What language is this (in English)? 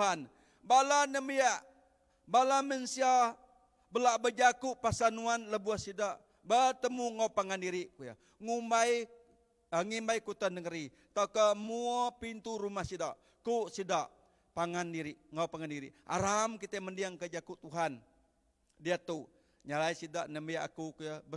Iban